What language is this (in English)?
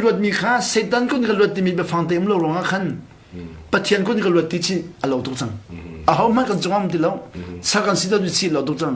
Hakha Chin